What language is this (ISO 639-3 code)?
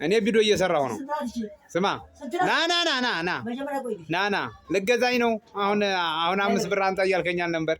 amh